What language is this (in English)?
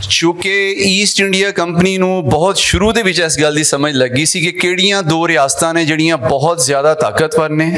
Western Panjabi